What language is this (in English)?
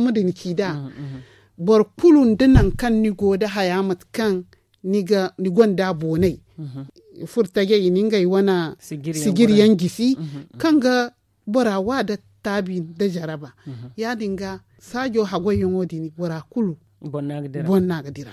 Zarma